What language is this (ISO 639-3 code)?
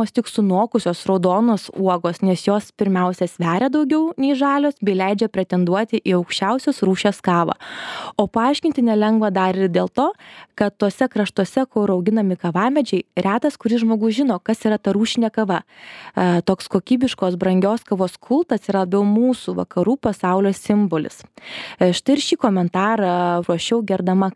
lit